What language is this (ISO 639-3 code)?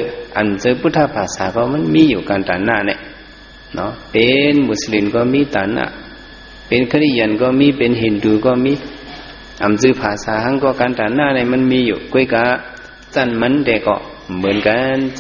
shn